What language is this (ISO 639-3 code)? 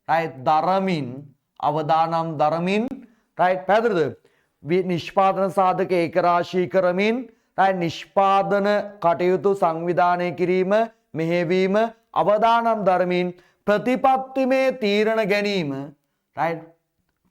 sin